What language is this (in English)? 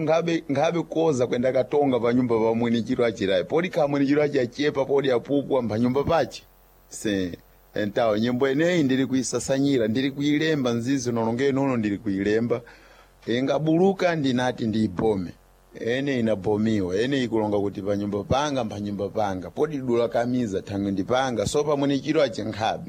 Sena